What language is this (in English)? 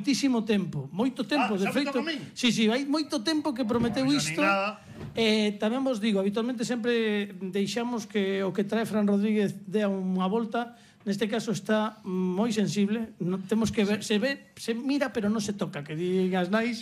Galician